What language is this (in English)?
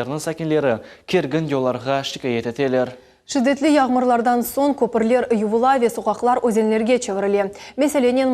Crimean Tatar